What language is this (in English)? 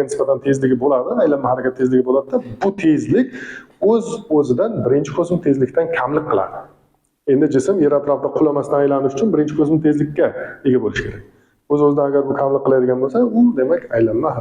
Uzbek